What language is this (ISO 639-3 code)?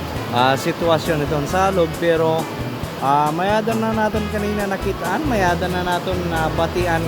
war